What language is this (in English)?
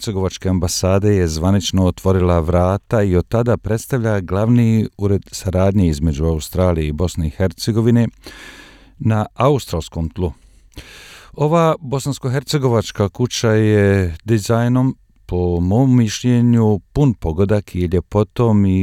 Bosnian